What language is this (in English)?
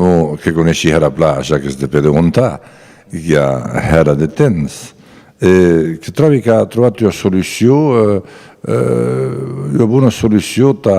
Occitan